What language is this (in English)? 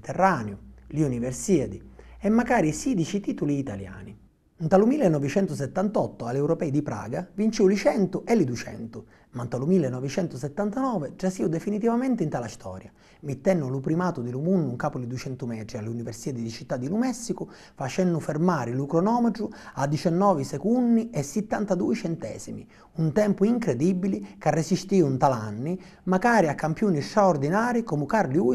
Sicilian